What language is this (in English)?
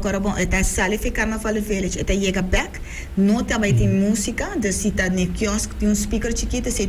Papiamento